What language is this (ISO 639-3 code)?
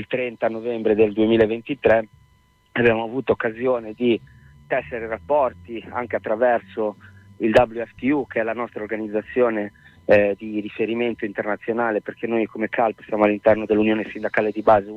ita